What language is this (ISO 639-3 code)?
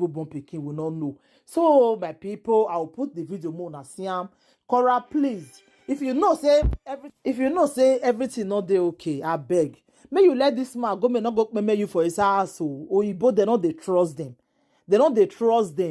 pcm